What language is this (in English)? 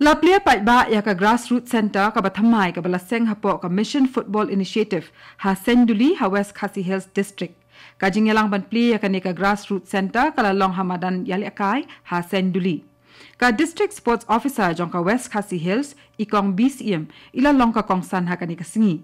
Khasi